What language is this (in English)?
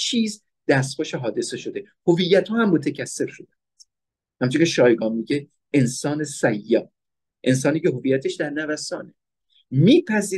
Persian